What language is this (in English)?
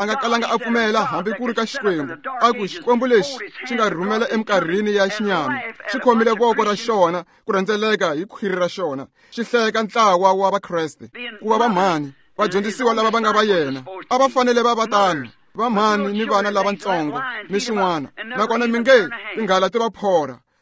Tsonga